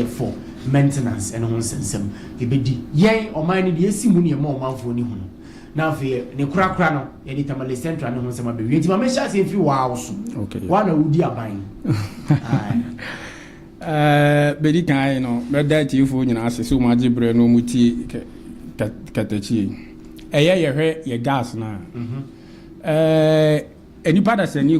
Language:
Akan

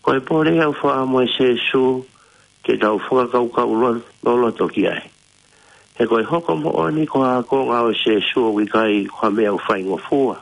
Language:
Tongan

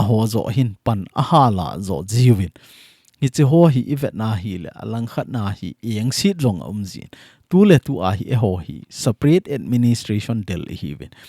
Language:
Thado Chin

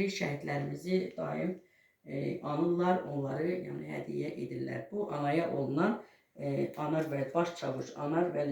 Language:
Azerbaijani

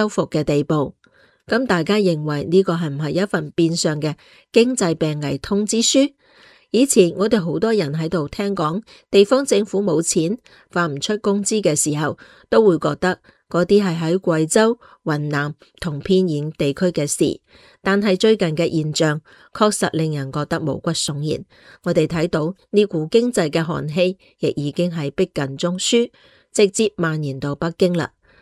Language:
Cantonese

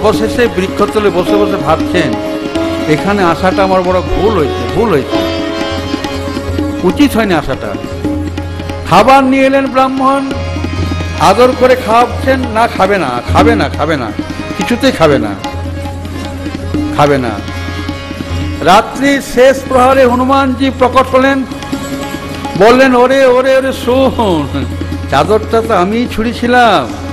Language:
Bangla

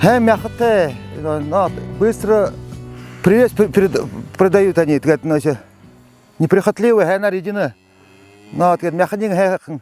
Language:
Buriat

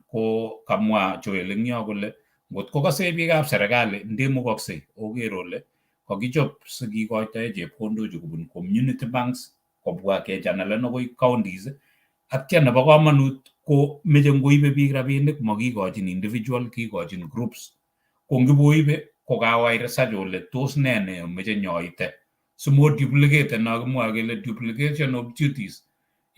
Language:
Kalenjin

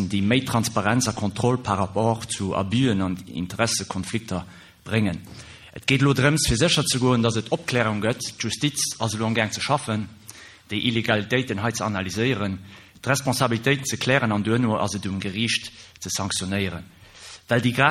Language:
Luxembourgish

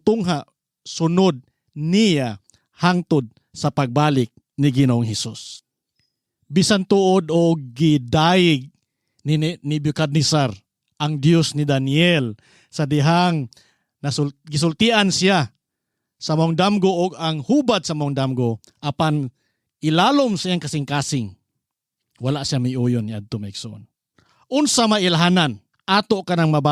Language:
Cebuano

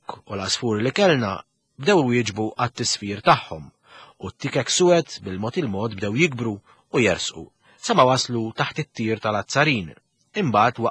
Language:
Maltese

